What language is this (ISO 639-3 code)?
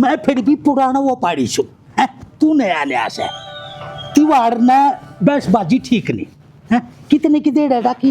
bgc